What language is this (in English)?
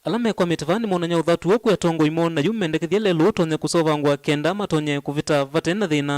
Kamba